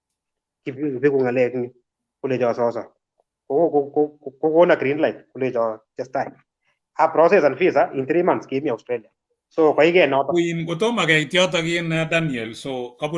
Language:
Kalenjin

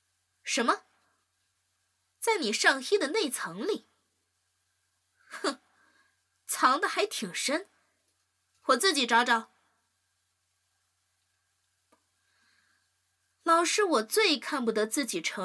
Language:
Chinese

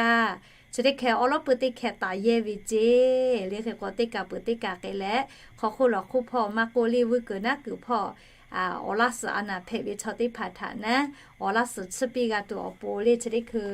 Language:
Lahu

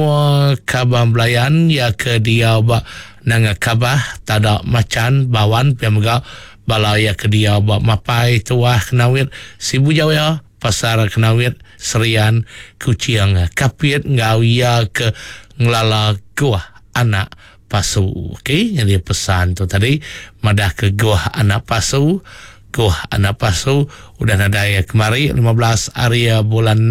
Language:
Iban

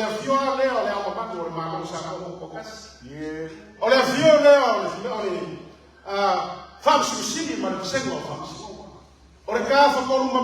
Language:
Samoan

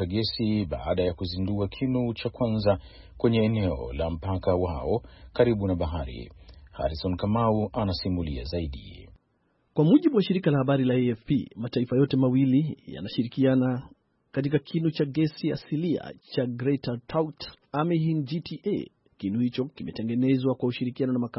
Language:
Swahili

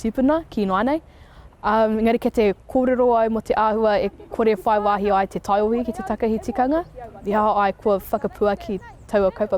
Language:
Māori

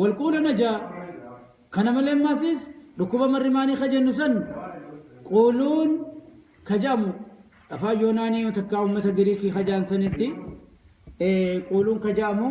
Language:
Oromo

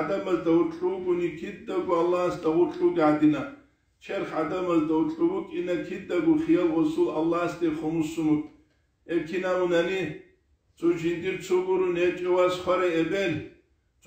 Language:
Avaric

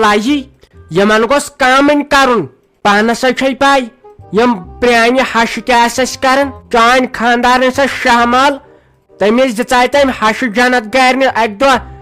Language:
Kashmiri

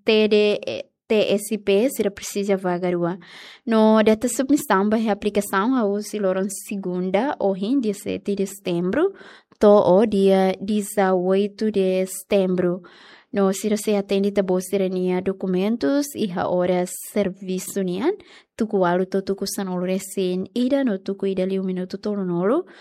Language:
Tetum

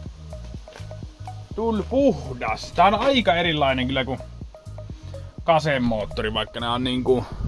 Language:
Finnish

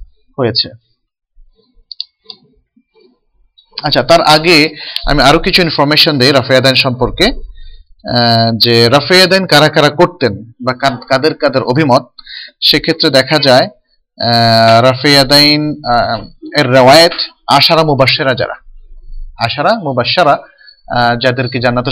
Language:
Bangla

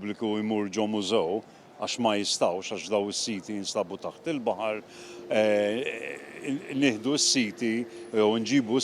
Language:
Maltese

